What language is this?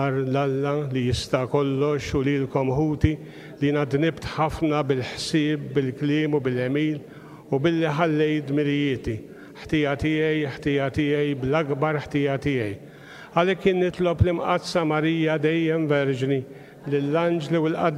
Maltese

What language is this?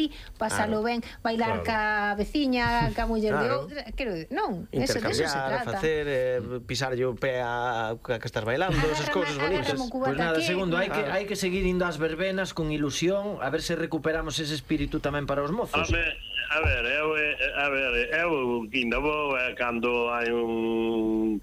Galician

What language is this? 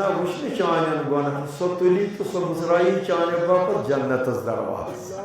Kashmiri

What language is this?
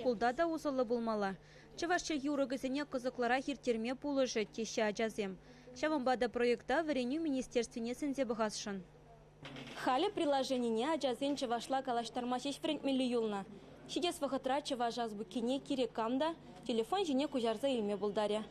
Chuvash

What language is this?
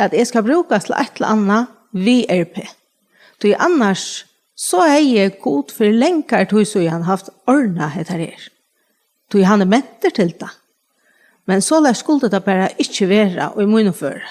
Faroese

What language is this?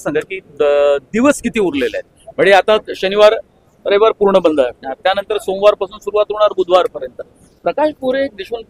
Marathi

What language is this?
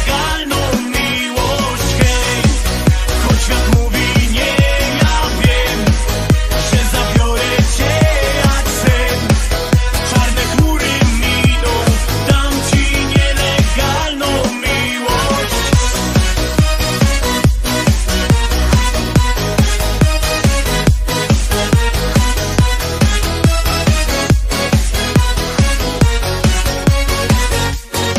Polish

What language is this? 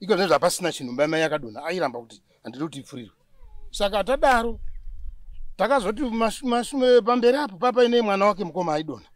Shona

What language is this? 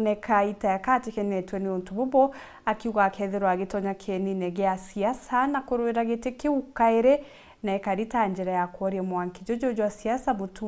Meru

